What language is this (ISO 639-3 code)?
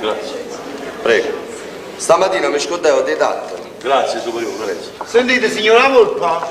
nap